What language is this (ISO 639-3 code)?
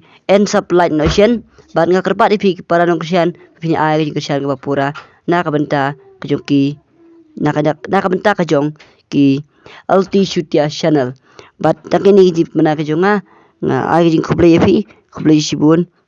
kha